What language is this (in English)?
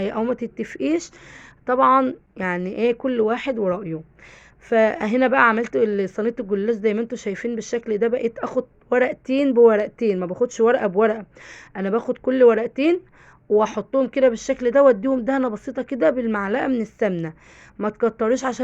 Egyptian Arabic